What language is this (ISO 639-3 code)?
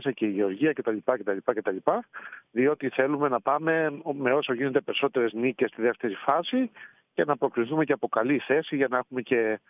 ell